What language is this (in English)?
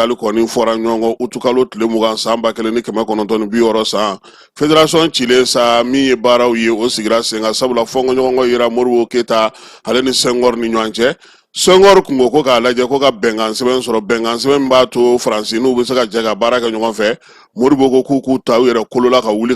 Bambara